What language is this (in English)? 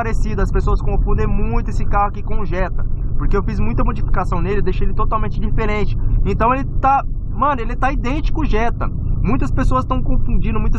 Portuguese